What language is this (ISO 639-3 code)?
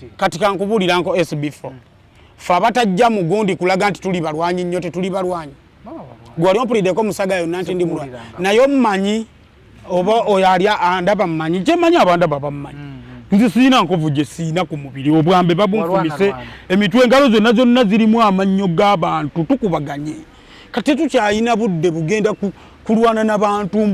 lug